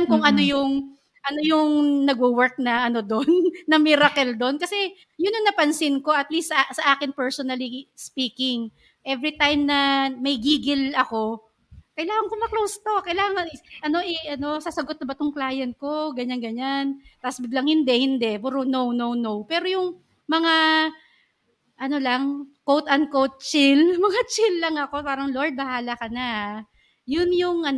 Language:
Filipino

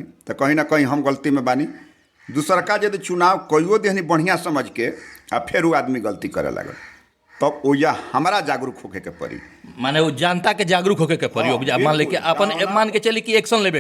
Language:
Bhojpuri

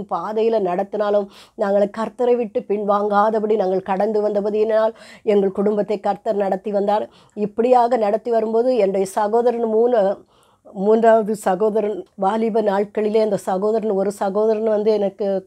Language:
Tamil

